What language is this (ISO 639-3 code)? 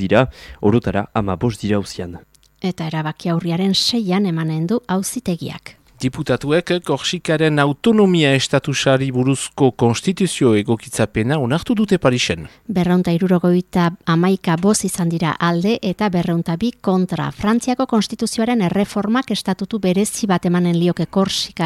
eus